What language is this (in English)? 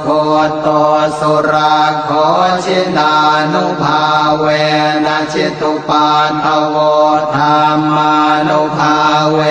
Pali